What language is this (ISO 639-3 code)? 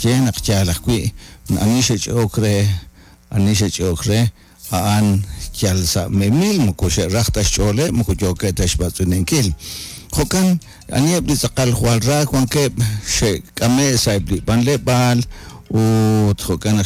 kek